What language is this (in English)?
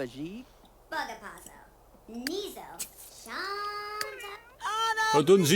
Bavarian